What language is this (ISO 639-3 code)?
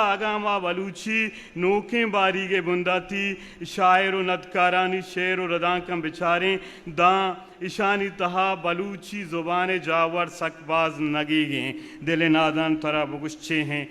bgp